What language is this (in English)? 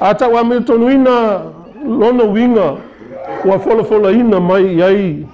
Samoan